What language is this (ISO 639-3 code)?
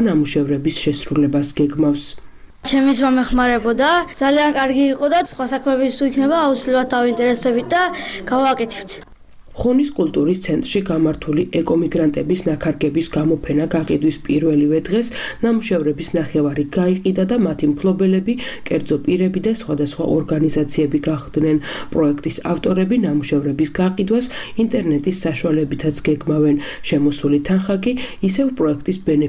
kat